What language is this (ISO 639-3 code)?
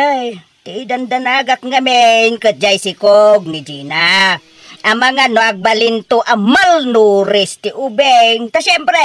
ilo